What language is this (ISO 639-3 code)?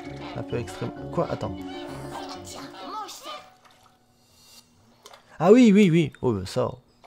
fra